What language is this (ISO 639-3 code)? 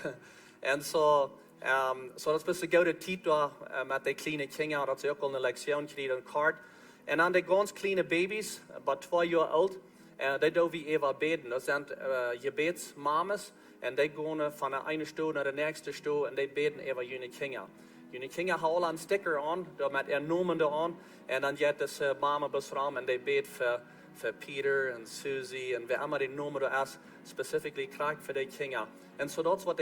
pdt